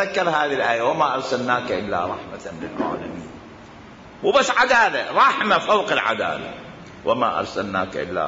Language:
Mesopotamian Arabic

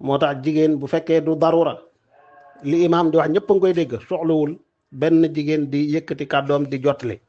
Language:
Wolof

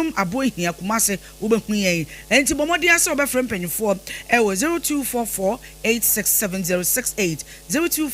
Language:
Akan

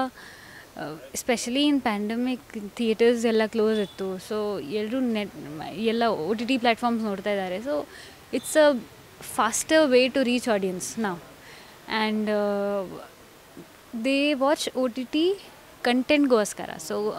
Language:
Kannada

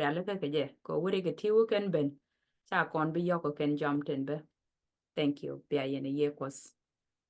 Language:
Nuer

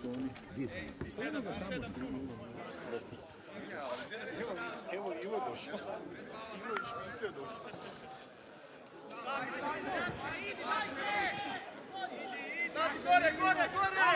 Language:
Croatian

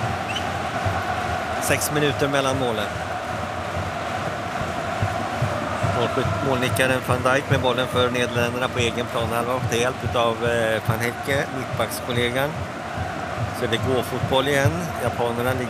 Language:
Swedish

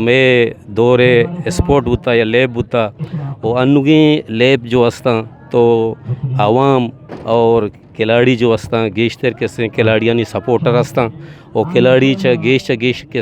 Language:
Eastern Balochi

